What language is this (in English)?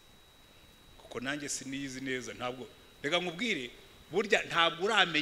Kinyarwanda